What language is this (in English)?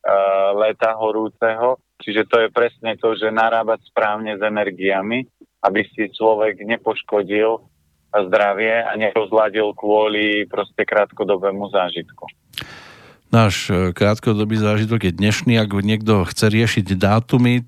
Slovak